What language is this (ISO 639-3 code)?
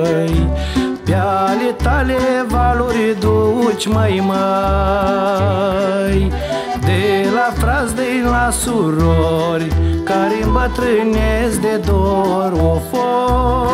ron